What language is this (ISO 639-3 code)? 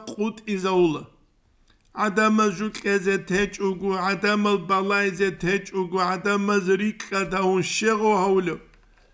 ava